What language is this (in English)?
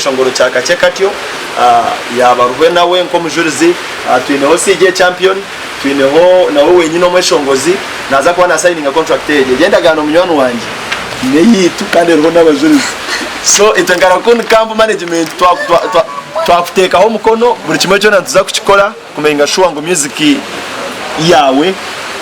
Nyankole